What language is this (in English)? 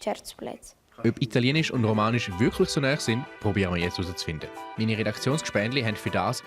Romansh